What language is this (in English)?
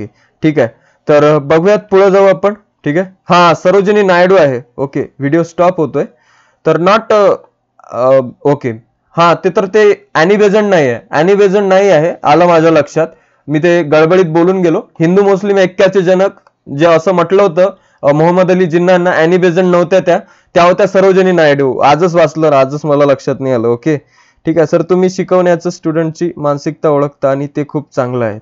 Marathi